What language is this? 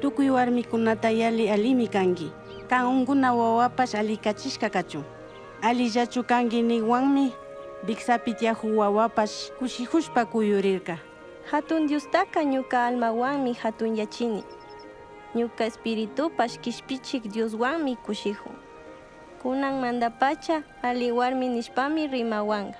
Chimborazo Highland Quichua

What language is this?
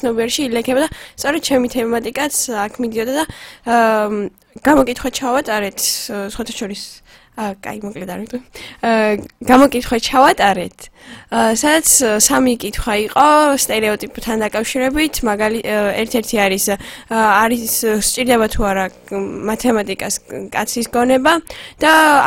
Georgian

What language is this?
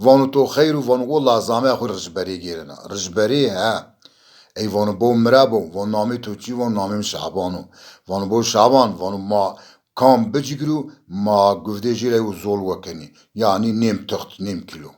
Zaza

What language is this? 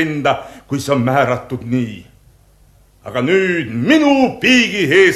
Estonian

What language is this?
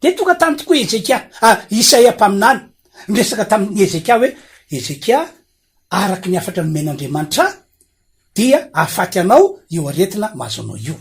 Malagasy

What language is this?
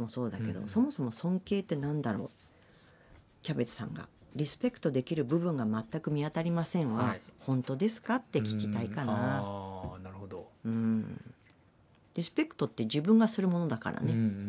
Japanese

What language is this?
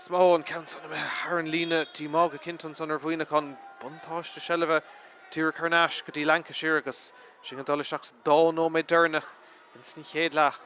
Irish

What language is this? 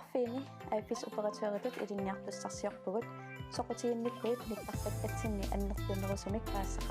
Kalaallisut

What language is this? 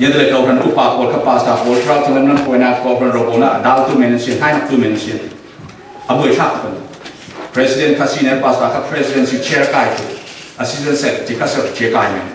Falam Chin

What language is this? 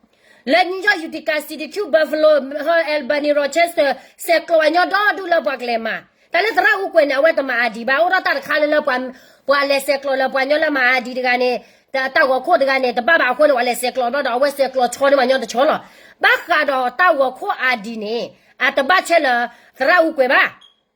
S'gaw Karen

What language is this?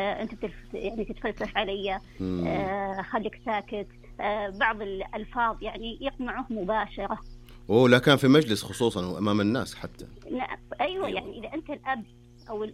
Najdi Arabic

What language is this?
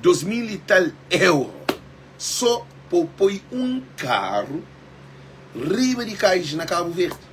Kabuverdianu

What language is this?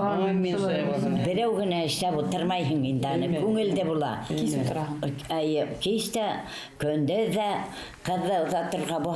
Bashkir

